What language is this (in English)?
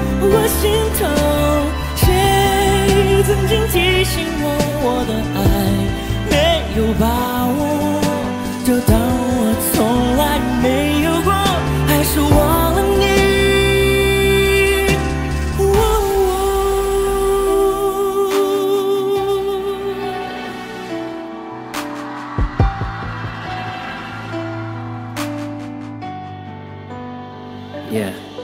Chinese